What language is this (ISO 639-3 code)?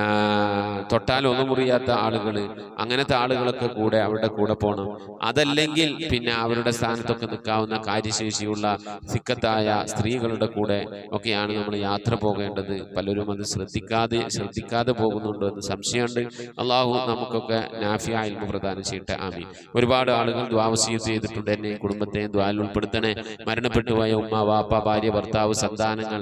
mal